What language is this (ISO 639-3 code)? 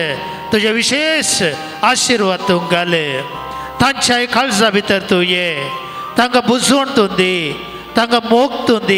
kok